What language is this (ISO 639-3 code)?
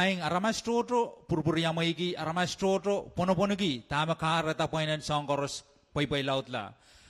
pon